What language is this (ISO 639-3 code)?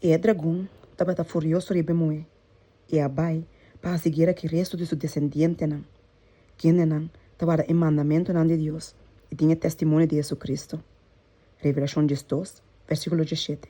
pap